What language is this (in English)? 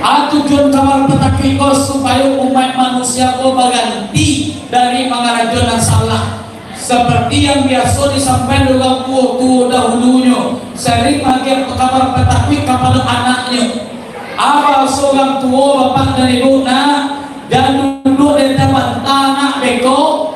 Minangkabau